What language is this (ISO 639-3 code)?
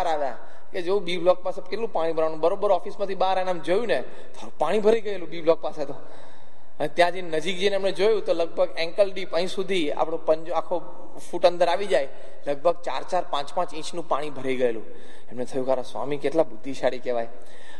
guj